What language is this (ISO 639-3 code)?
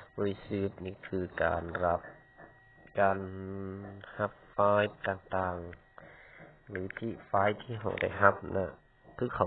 lao